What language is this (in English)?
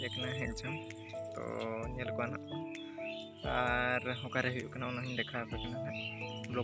Santali